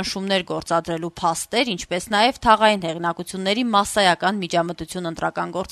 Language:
Armenian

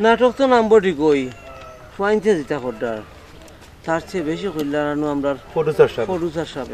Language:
Sylheti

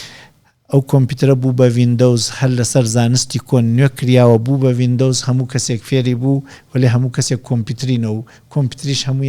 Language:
Central Kurdish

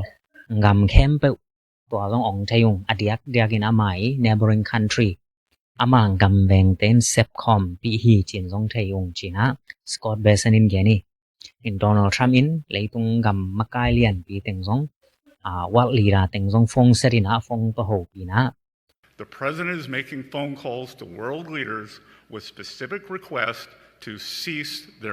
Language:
Tedim Chin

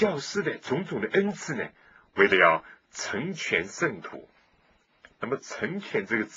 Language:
Chinese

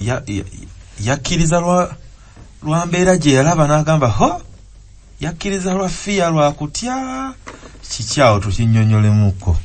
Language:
Ganda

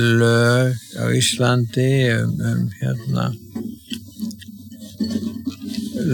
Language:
Icelandic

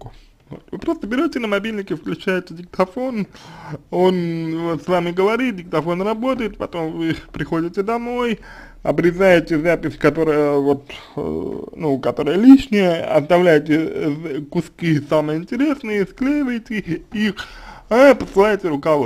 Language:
Russian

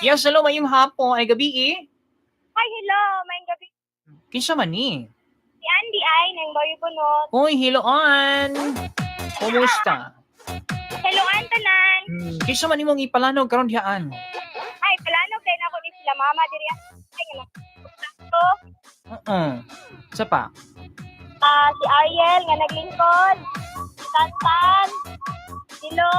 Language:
Cebuano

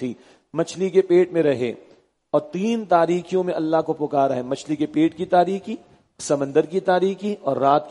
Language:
Urdu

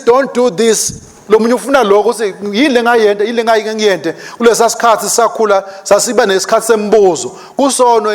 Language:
Swati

